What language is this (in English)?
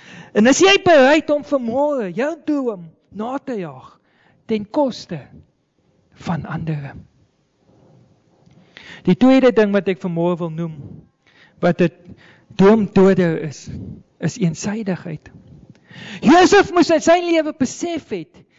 Afrikaans